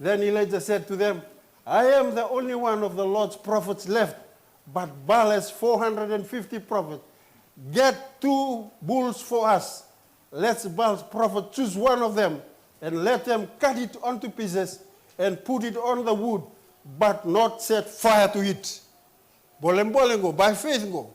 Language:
Fijian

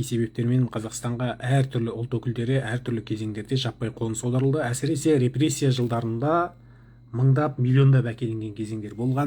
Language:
Kazakh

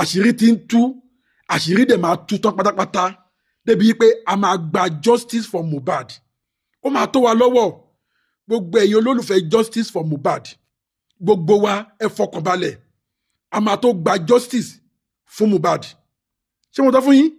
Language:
Yoruba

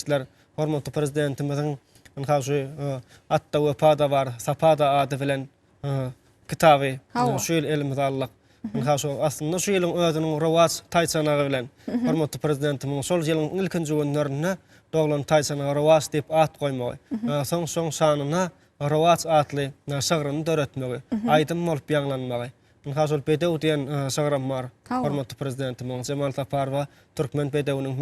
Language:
Turkmen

